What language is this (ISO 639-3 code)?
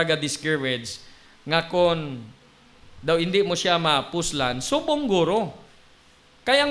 hil